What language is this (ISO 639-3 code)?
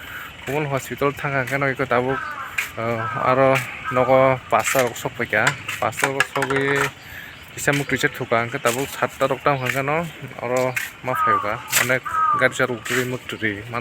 trp